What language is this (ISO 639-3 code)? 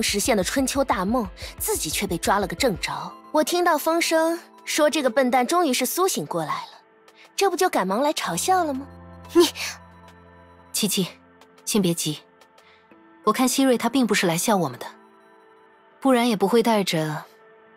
zho